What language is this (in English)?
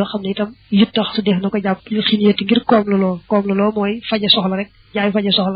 Wolof